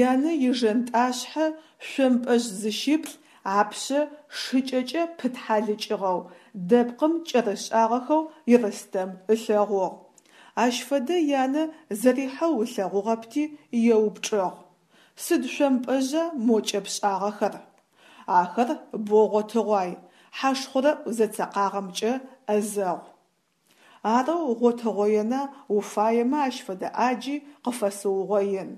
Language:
Adyghe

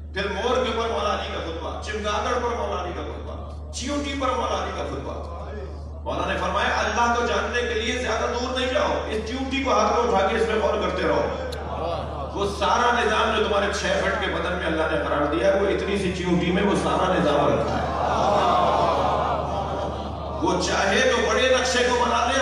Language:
Urdu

